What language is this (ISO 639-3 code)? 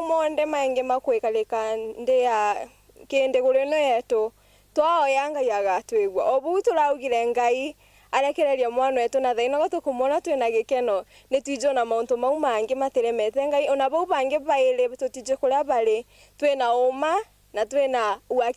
mer